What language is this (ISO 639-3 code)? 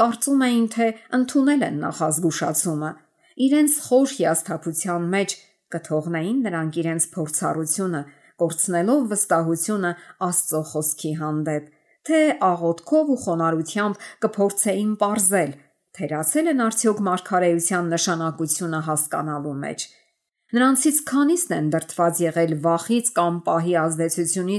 hye